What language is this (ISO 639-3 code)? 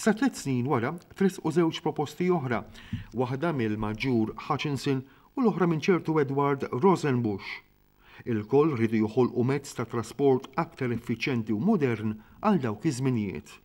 mlt